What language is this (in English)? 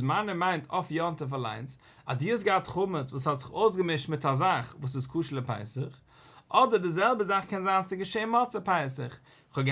Yiddish